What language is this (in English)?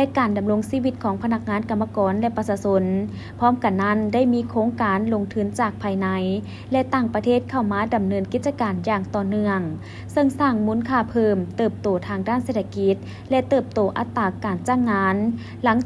Lao